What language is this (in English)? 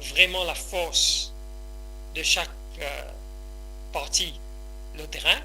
Morisyen